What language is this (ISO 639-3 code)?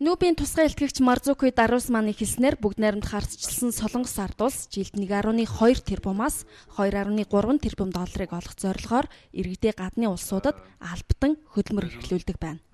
mon